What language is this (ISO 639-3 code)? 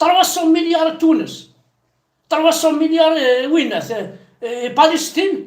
kab